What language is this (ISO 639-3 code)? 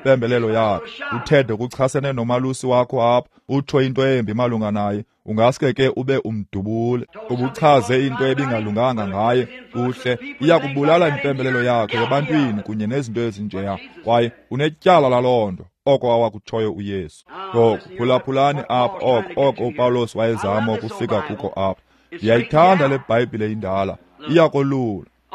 xho